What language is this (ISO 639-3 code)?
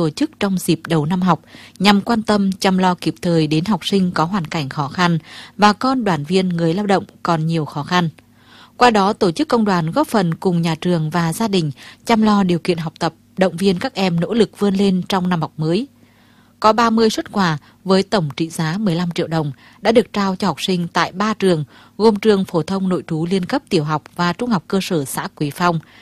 vie